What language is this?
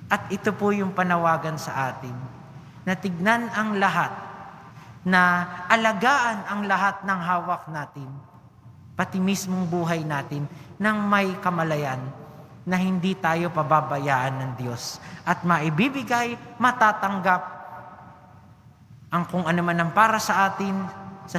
Filipino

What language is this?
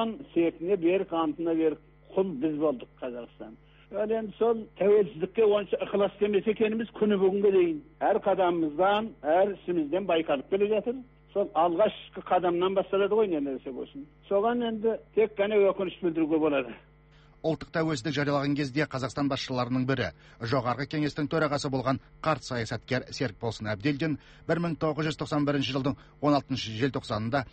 Kazakh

